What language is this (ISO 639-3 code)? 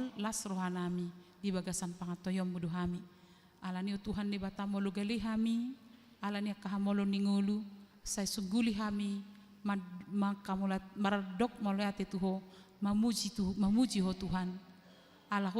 bbc